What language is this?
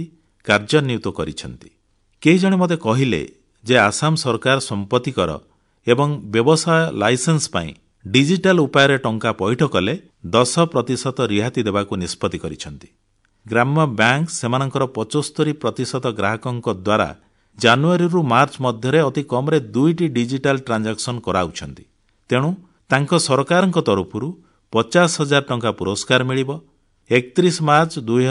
Odia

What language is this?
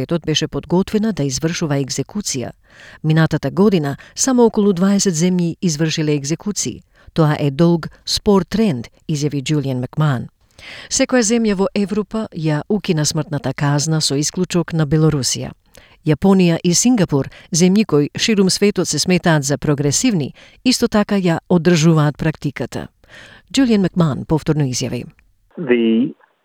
Macedonian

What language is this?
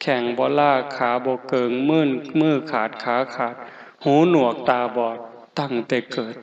Northeastern Thai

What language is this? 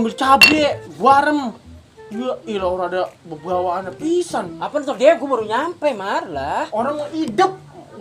Betawi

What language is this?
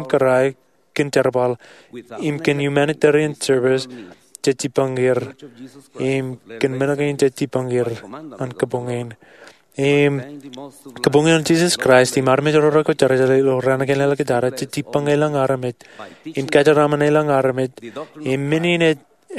Marshallese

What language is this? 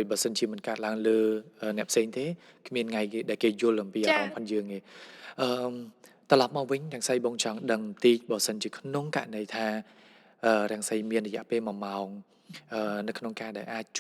Khmer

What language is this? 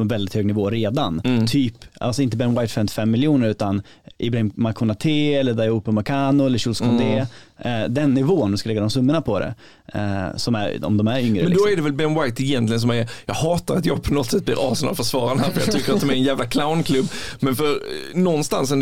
Swedish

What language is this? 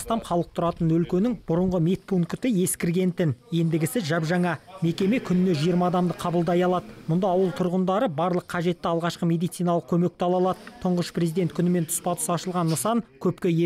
Kazakh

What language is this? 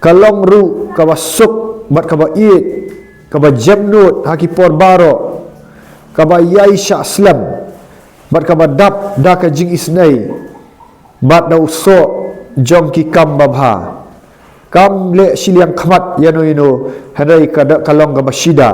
Khasi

